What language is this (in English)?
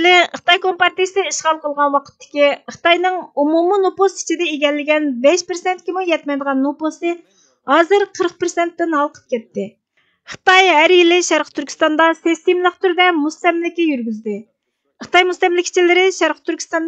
Uyghur